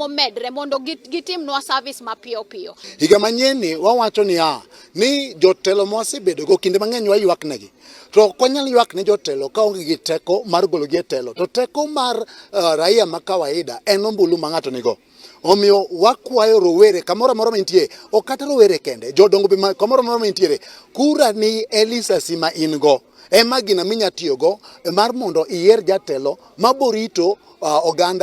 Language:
Luo (Kenya and Tanzania)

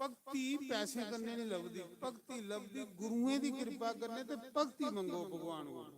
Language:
Dogri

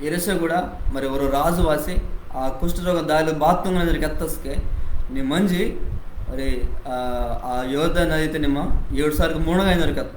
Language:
Koya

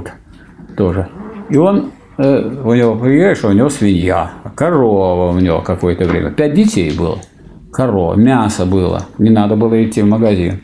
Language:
Russian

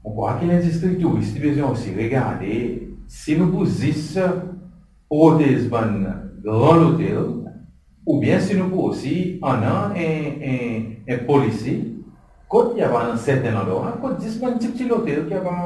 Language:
Seselwa Creole French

